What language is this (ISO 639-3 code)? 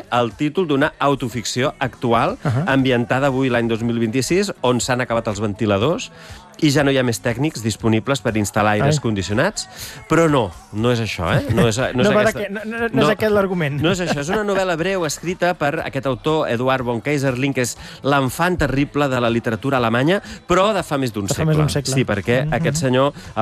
cat